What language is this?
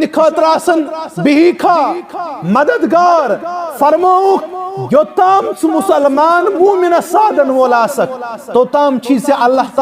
Kashmiri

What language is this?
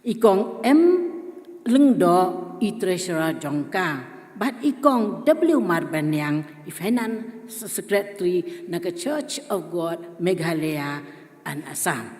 Khasi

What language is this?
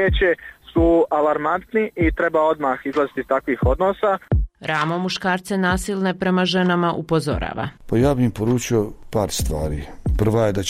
Bosnian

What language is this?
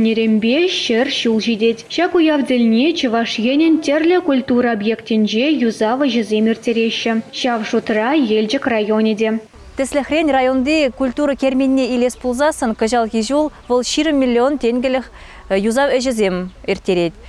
Chuvash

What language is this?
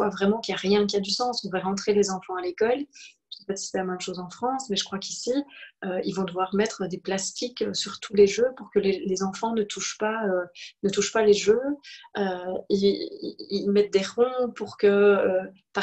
French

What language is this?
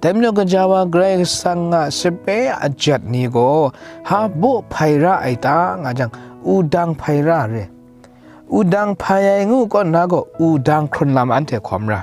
Kachin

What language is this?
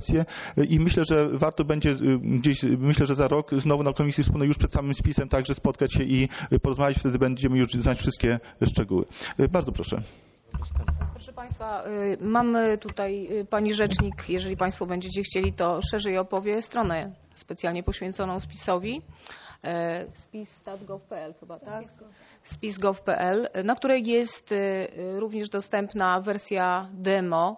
Polish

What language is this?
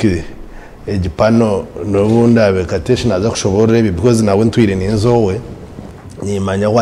Nyankole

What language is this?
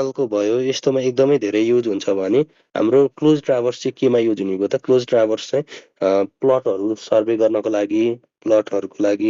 Nepali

